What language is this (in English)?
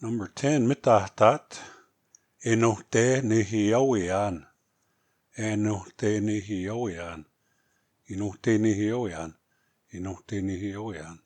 Plains Cree